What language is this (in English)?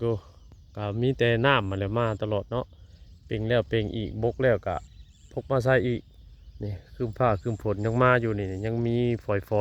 Northeastern Thai